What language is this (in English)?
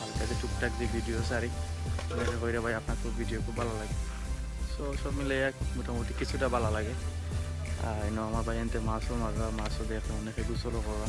Sylheti